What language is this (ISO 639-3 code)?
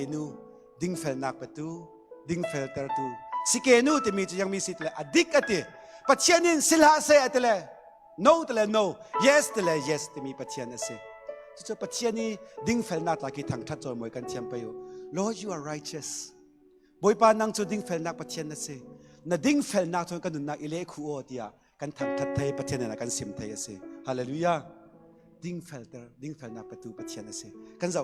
cfm